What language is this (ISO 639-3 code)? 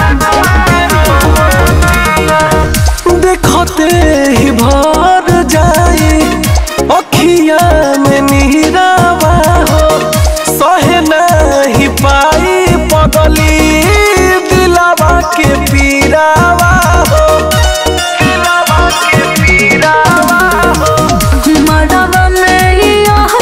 bho